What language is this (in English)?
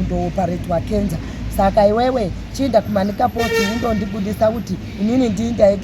Shona